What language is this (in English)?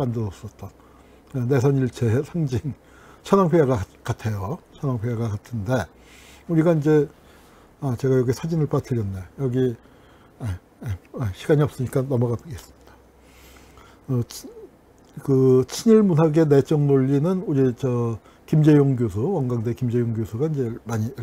Korean